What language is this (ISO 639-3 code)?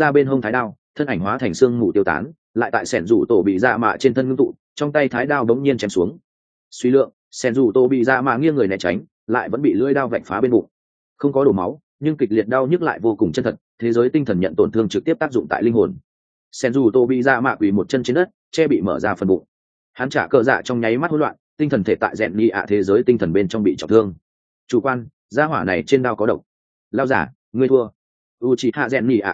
vie